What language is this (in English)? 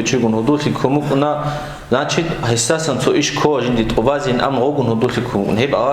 Avaric